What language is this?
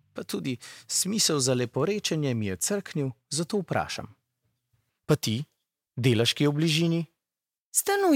Slovenian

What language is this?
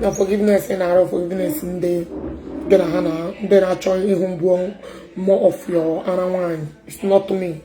Igbo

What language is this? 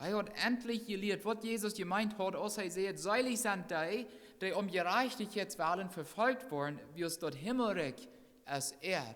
Plautdietsch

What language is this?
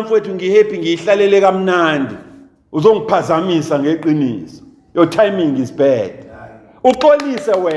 Zulu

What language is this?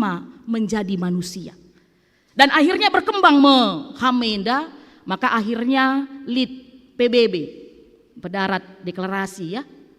Batak Karo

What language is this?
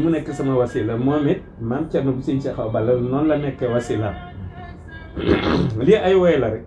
Wolof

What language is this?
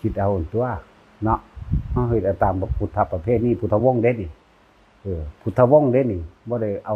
Northeastern Thai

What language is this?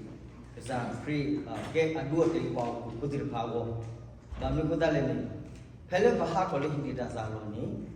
S'gaw Karen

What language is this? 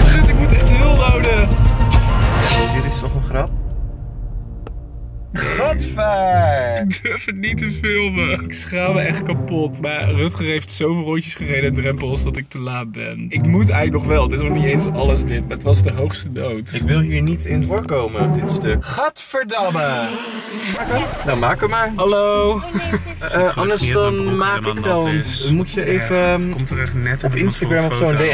Dutch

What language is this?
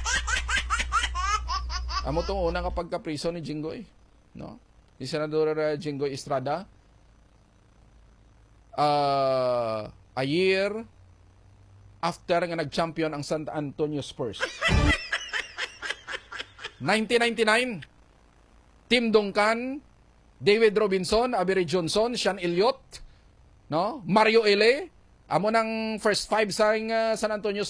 Hiligaynon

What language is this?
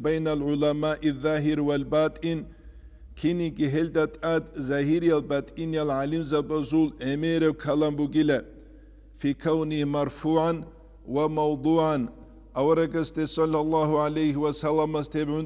Avaric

